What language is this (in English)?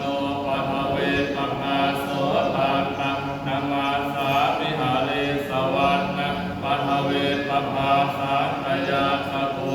Pali